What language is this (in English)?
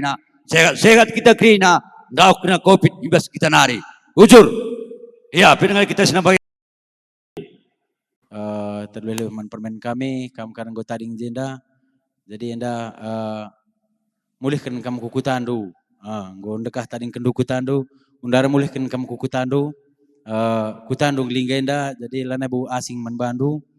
Batak Karo